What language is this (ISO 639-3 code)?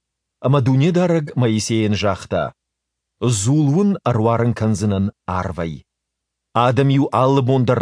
oss